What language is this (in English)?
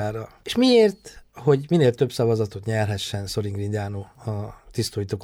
Hungarian